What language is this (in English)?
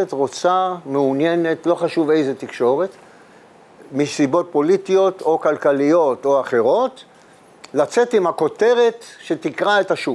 Hebrew